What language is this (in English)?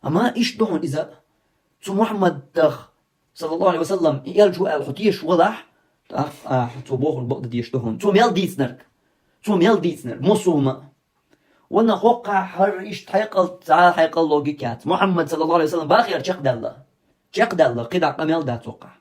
Chechen